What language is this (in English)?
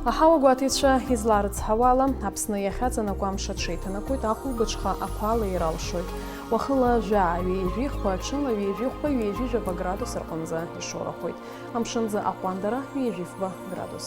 Abkhazian